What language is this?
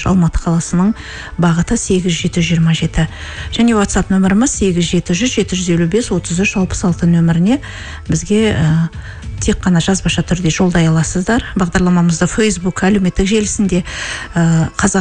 Kazakh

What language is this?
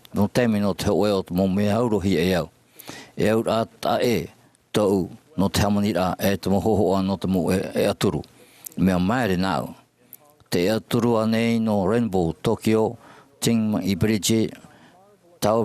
Tahitian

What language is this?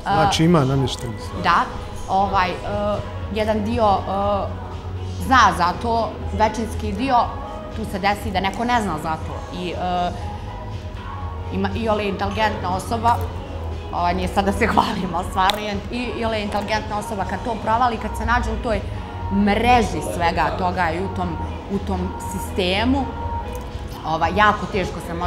Bosnian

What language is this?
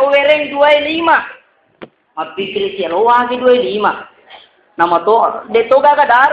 Buginese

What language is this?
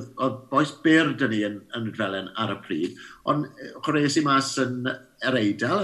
Welsh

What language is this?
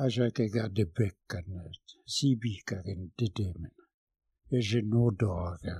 Slovenian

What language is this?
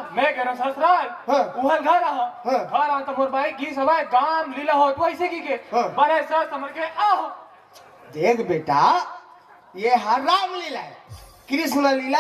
Chhattisgarhi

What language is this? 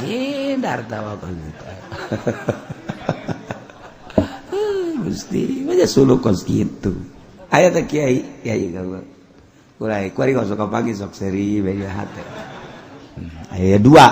Sundanese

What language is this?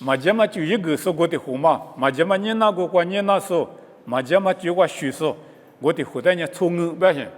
Lisu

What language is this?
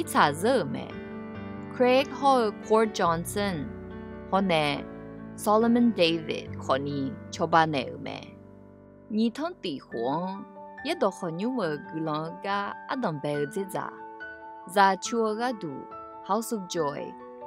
Akha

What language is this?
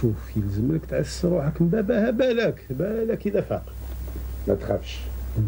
Algerian Arabic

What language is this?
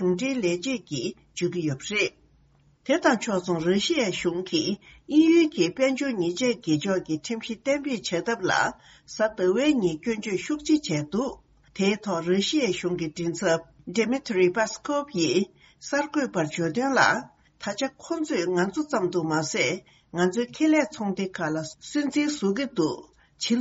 Tibetan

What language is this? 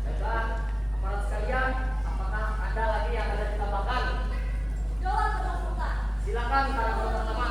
Banjar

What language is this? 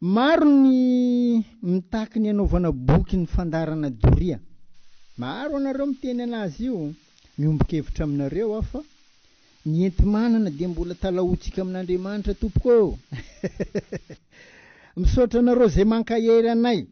Malagasy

